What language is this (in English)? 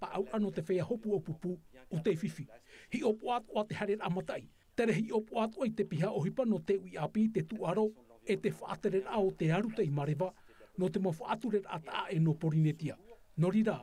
Tahitian